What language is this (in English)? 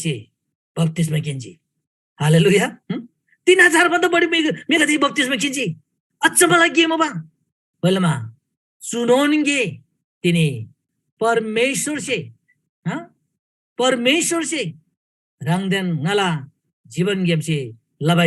Eastern Tamang